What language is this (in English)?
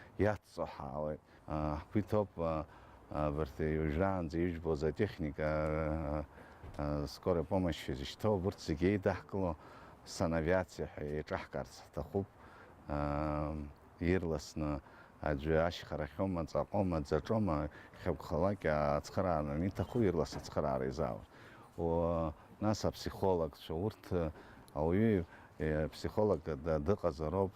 Abkhazian